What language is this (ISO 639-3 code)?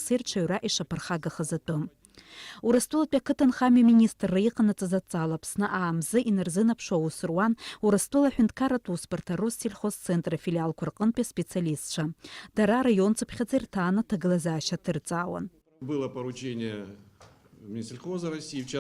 abk